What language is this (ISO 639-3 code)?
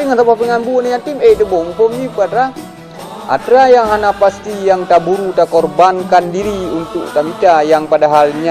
ace